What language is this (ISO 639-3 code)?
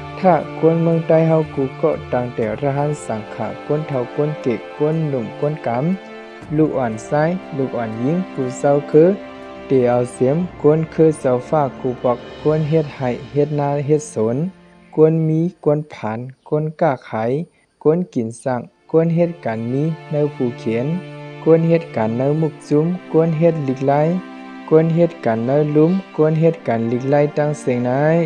shn